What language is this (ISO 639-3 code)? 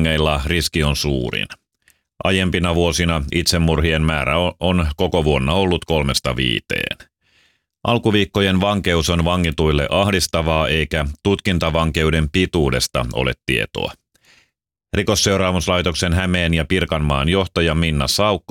fin